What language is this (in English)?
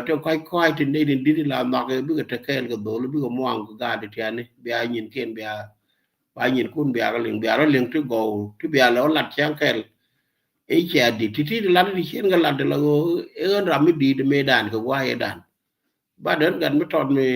Nuer